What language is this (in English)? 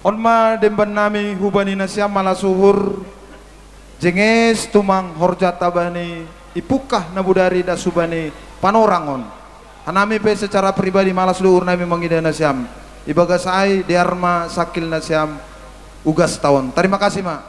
Batak Simalungun